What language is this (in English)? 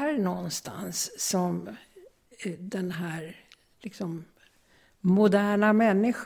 Swedish